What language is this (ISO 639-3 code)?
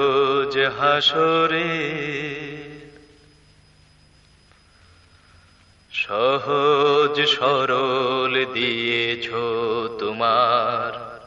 ben